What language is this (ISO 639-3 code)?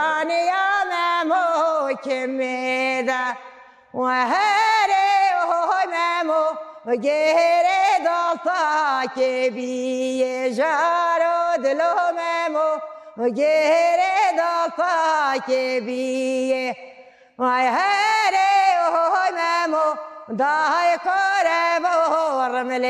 kur